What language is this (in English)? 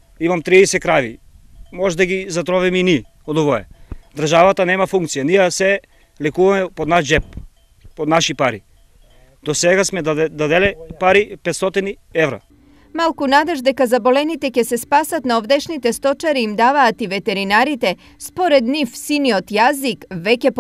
Macedonian